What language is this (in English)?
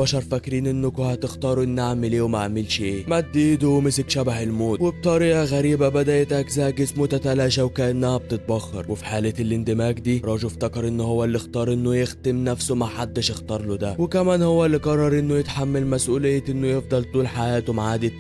Egyptian Arabic